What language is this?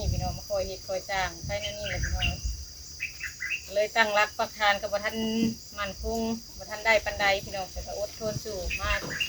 Lao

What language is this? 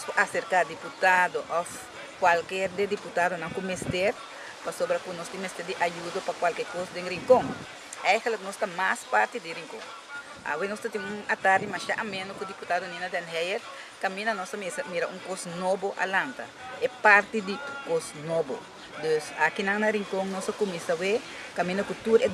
Papiamento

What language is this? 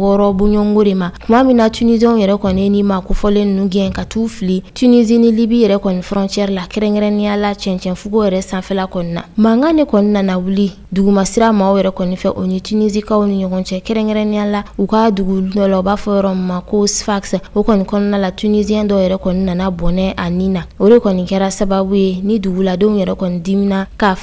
Bambara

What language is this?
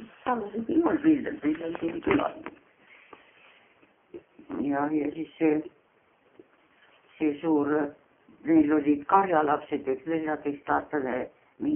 Estonian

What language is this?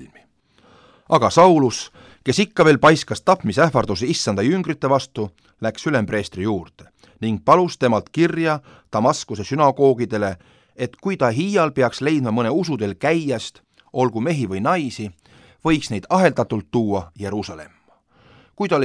Estonian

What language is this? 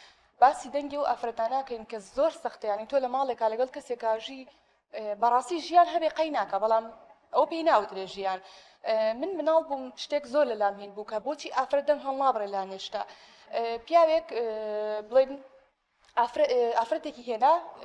Central Kurdish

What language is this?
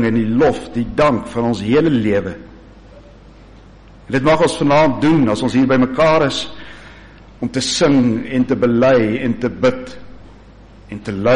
Afrikaans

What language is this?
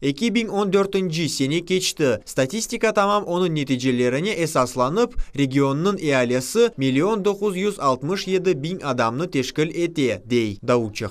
Crimean Tatar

